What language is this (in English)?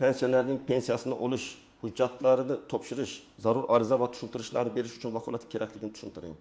Uzbek